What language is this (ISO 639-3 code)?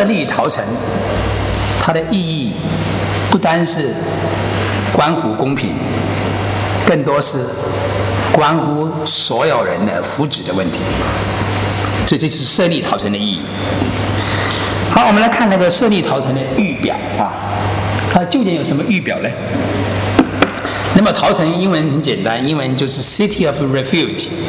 zho